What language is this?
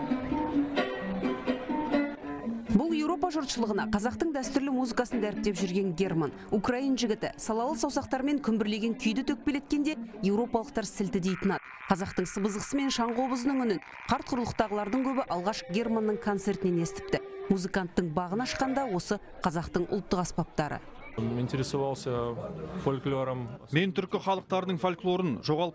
Kazakh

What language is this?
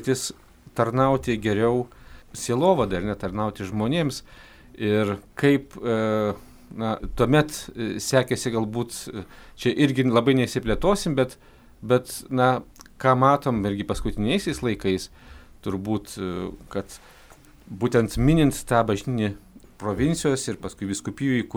Lithuanian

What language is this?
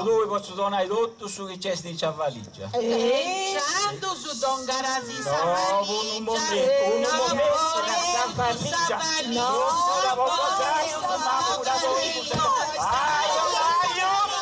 Sardinian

